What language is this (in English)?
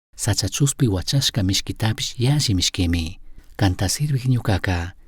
Chimborazo Highland Quichua